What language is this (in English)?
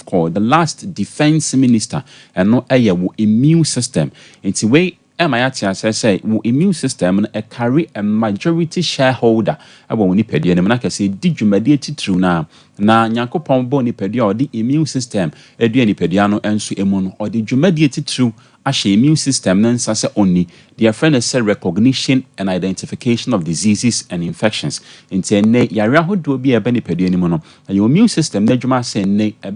Akan